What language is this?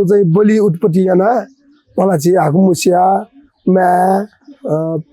Newari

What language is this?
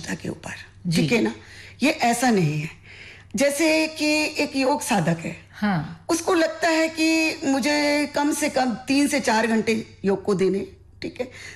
Hindi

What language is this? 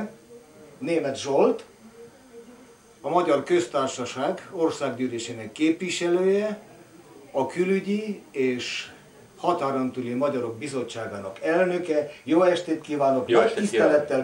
Hungarian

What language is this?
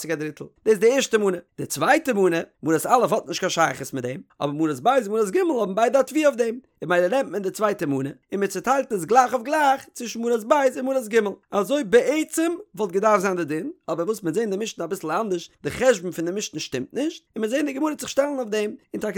Yiddish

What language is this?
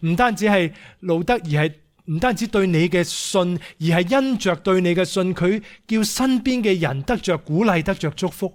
Cantonese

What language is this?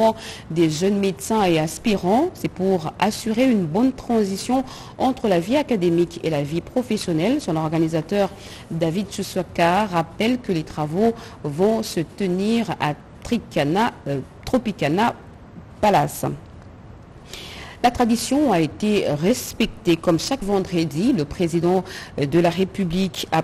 French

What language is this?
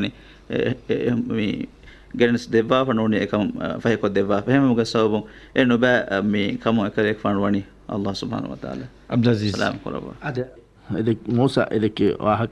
Divehi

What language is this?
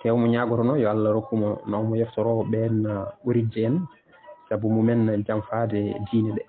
Fula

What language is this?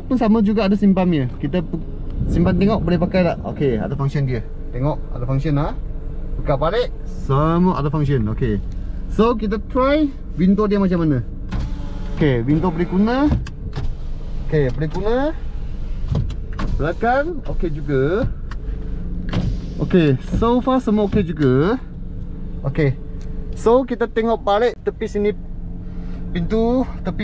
Malay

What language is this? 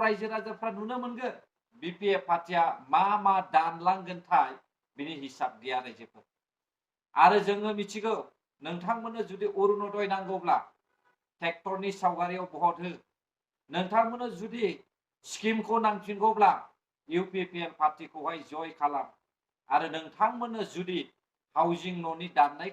Bodo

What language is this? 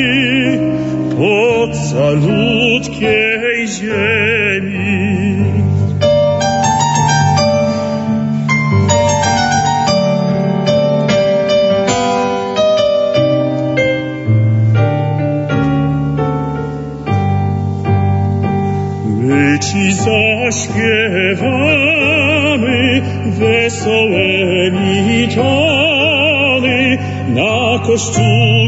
Polish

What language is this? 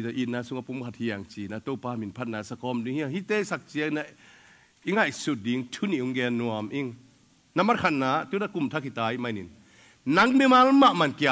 Tedim Chin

